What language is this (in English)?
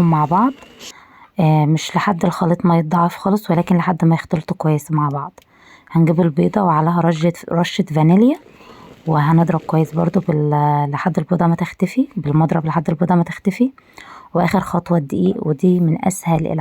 Egyptian Arabic